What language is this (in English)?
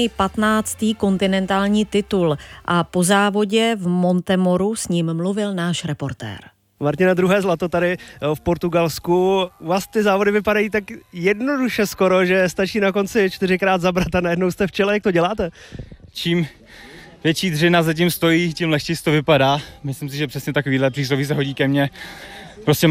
Czech